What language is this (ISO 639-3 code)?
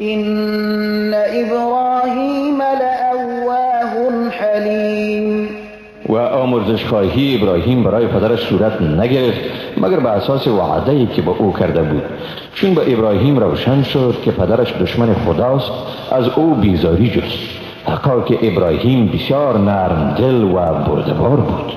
fas